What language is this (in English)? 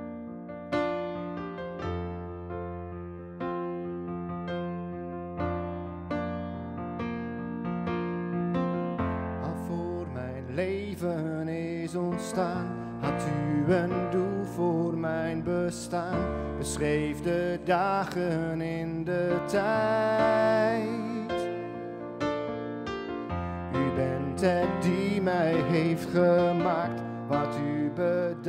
Dutch